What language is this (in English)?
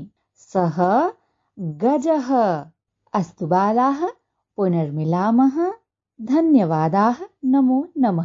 Sanskrit